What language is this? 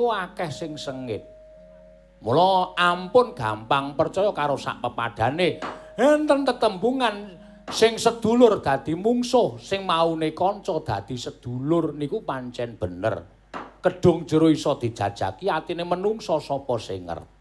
Javanese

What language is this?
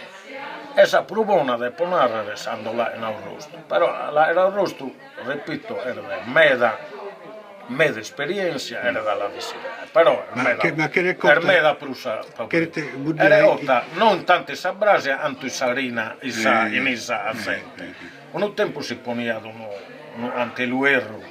Sardinian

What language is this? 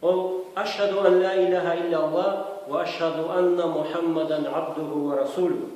Karachay-Balkar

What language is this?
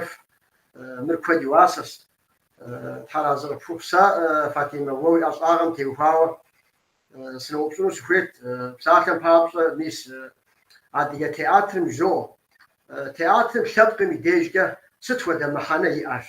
Kabardian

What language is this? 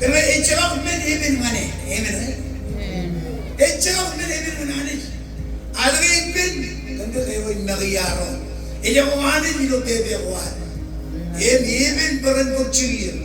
Marshallese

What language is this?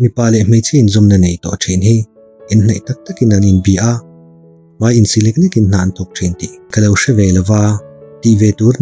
Mizo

